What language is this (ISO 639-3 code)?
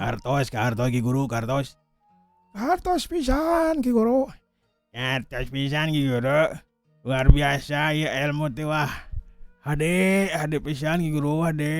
sun